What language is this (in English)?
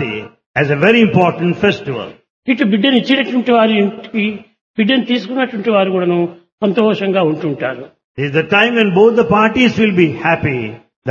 Telugu